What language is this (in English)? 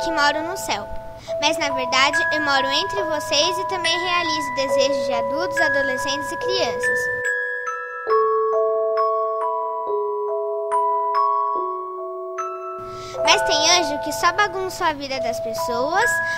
Portuguese